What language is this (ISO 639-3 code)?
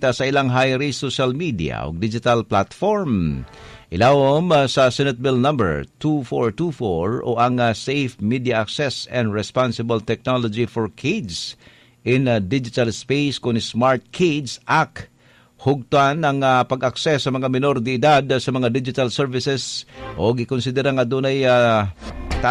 ceb